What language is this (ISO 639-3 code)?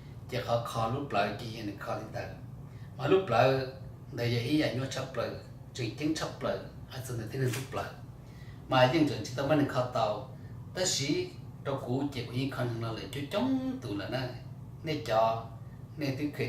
hmn